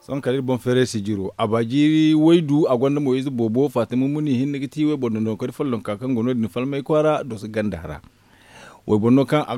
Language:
Zarma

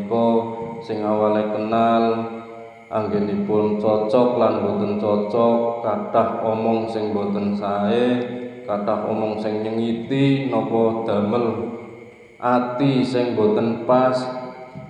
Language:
Javanese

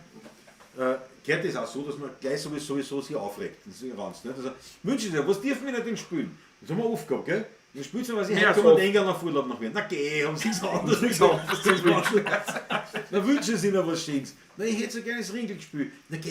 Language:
Bavarian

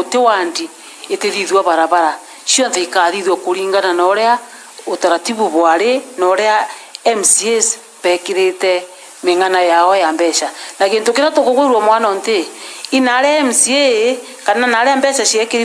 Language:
Meru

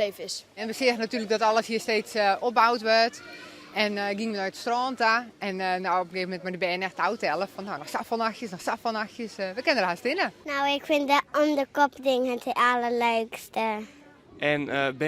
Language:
Western Frisian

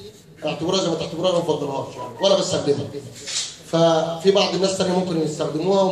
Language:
Egyptian Arabic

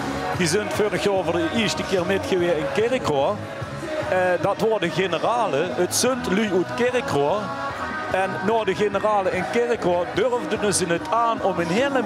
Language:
Limburgish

